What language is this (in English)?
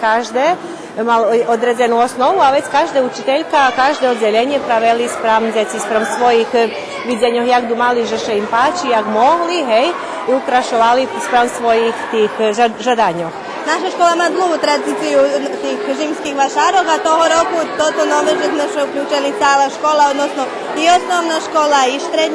Rusyn